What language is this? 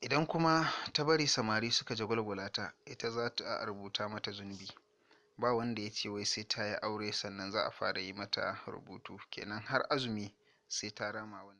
Hausa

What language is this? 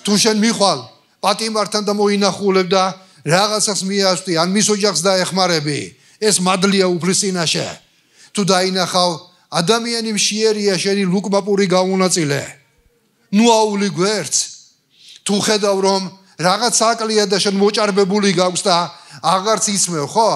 Georgian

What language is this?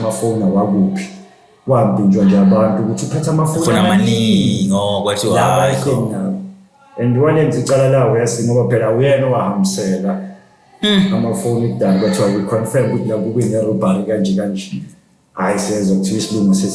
Zulu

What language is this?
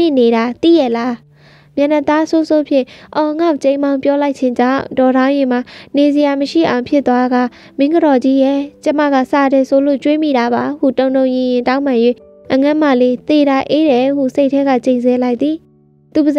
Burmese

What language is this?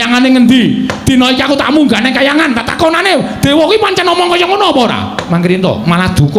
Javanese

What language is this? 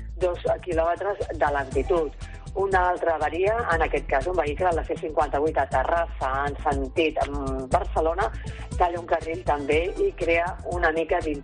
Catalan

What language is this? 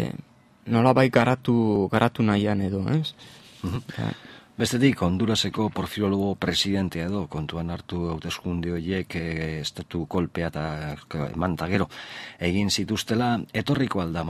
Basque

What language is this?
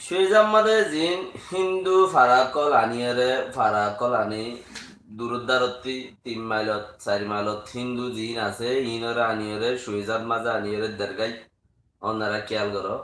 Rohingya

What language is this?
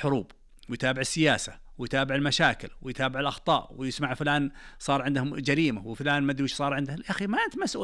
Najdi Arabic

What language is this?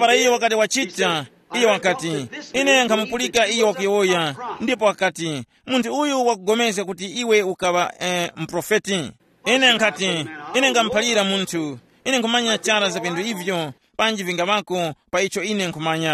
Tumbuka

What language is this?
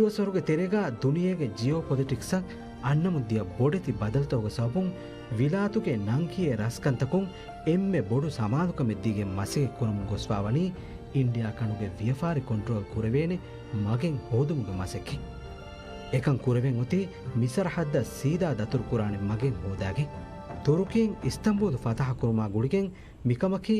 Divehi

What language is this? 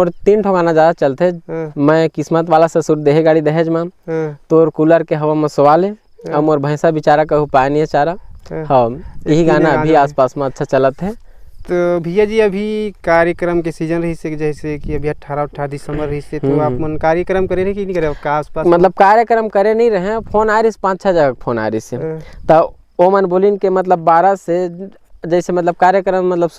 Chhattisgarhi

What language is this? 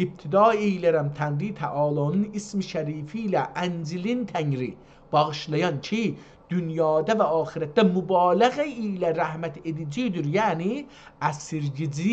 South Azerbaijani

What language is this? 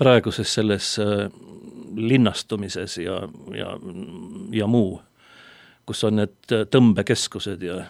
Estonian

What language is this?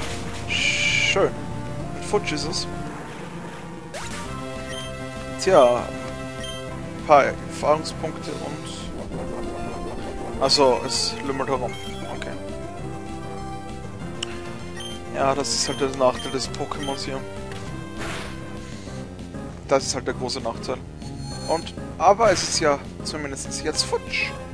German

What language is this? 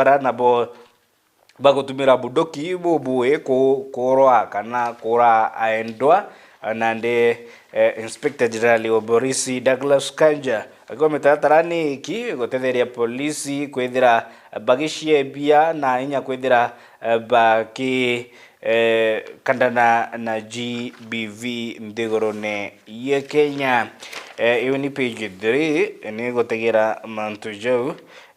Meru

